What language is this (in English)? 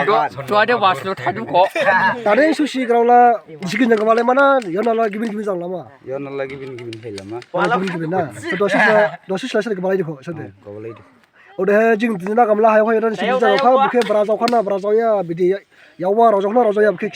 Dimasa